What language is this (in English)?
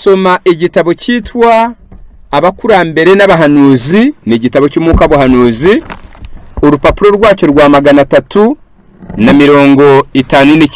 Kinyarwanda